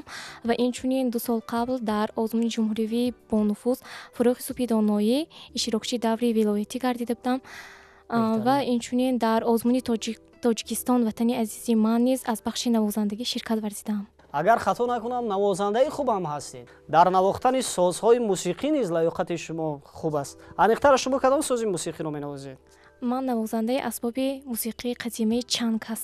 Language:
Tajik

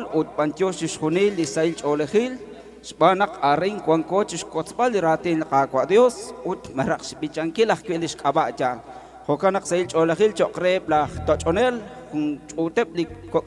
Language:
Kekchí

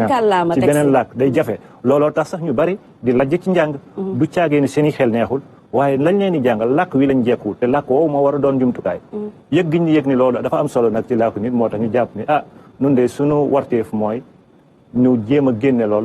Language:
Wolof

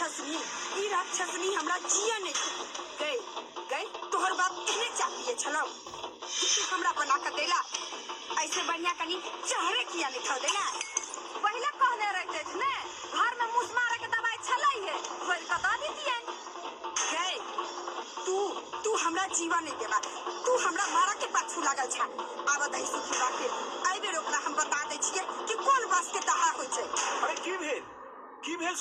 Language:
Maithili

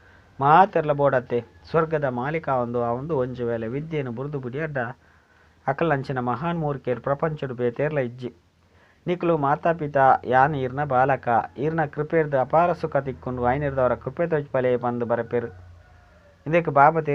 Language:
Tulu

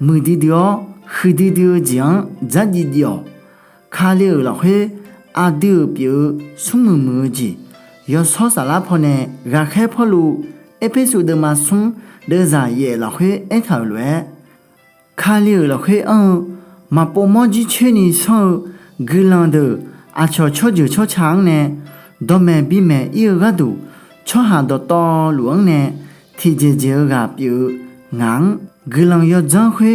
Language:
Akha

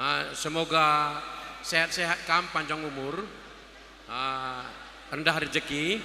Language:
Batak Karo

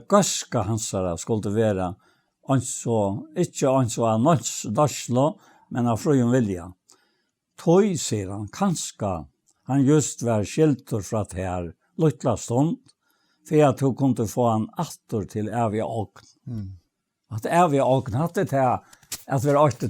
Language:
Faroese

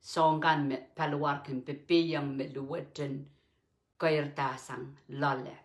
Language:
Pohnpeian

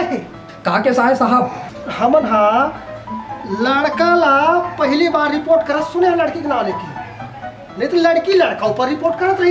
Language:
Chhattisgarhi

